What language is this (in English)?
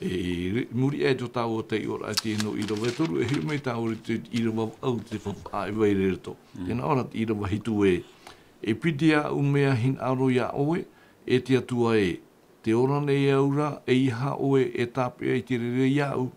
Tahitian